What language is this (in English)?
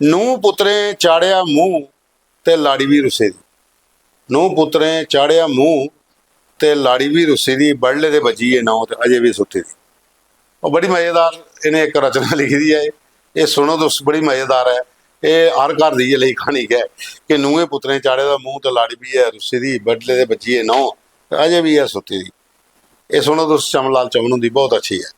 Dogri